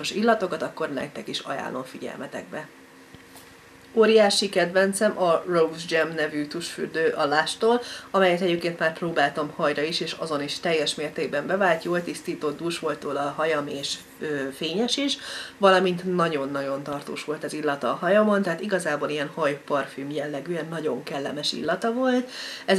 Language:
Hungarian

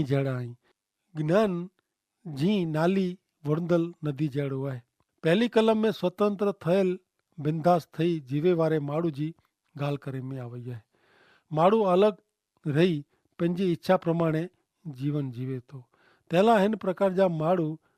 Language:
Kachhi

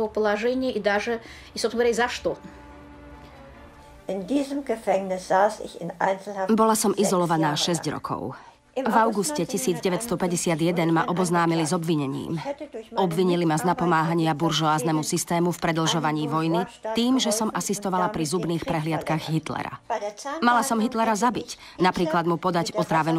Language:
Slovak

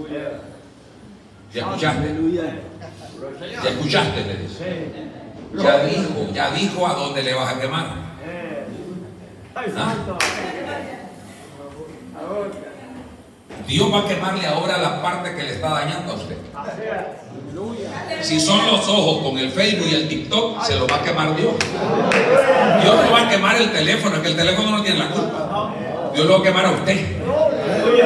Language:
Spanish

